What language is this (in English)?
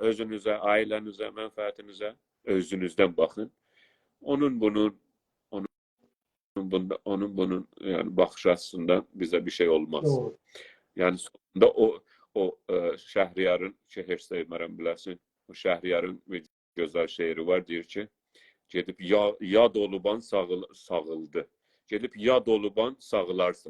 South Azerbaijani